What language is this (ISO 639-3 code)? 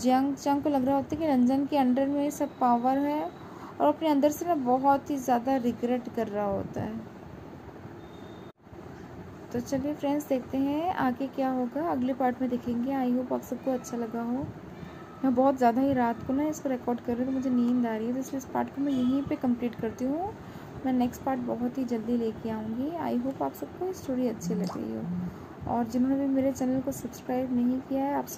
hin